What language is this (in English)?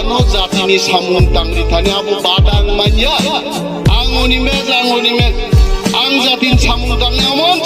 Kok Borok